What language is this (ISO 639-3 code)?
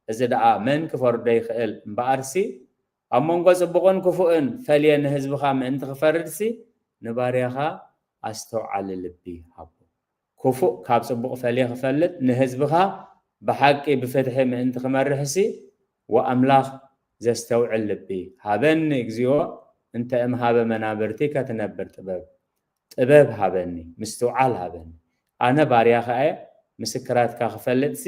tir